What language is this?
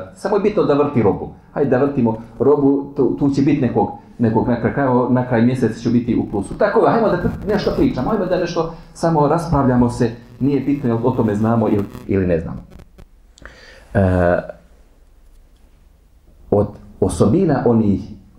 Bosnian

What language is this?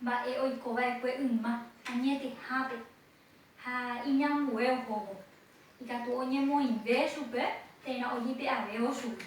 Guarani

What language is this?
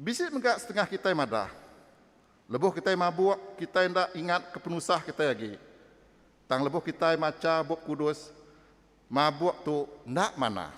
Iban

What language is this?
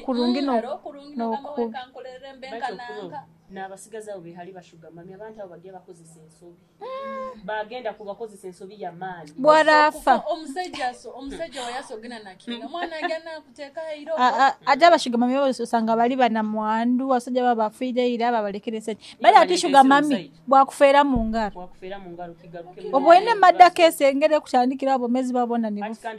Nyoro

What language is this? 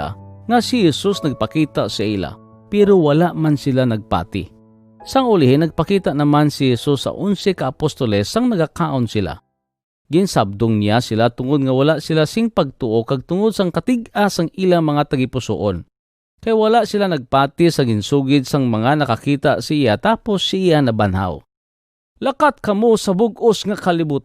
Hiligaynon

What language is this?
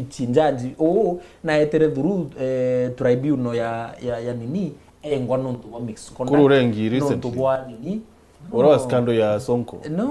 Meru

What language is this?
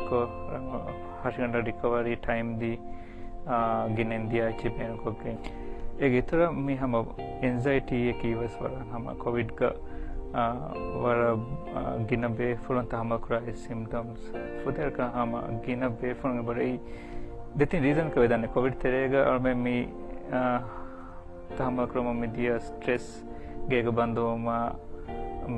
Divehi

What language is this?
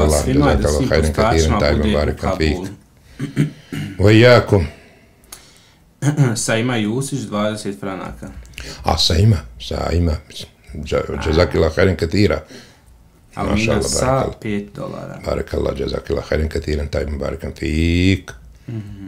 Bosnian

